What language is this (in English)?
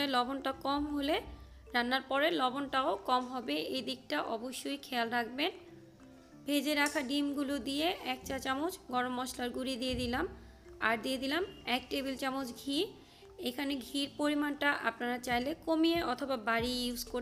Bangla